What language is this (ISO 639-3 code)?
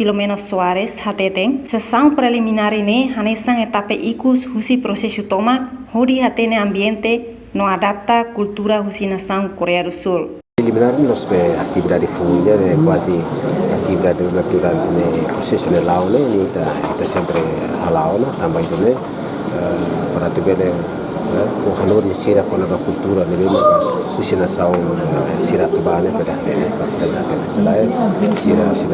tet